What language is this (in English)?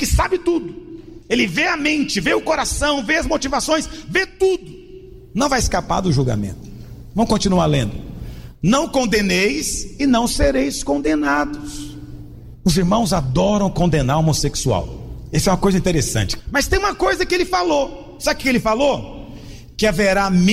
Portuguese